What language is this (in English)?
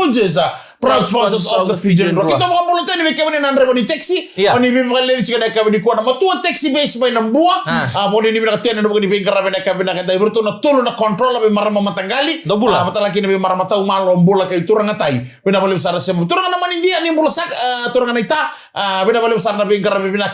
Fijian